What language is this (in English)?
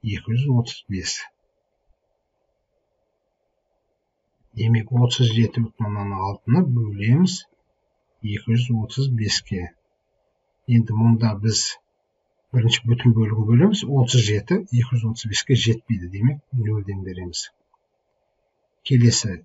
Kazakh